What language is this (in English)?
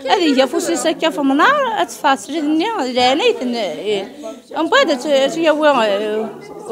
Kabyle